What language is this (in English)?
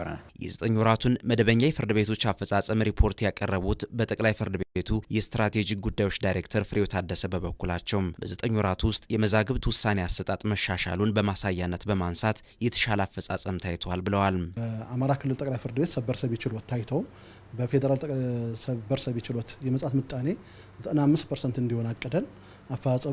Amharic